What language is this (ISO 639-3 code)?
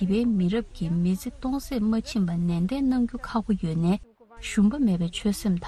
bod